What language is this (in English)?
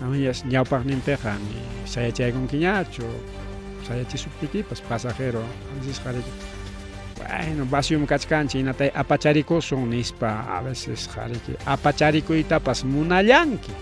Ayacucho Quechua